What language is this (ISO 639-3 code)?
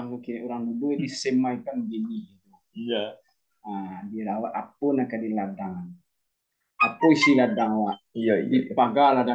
min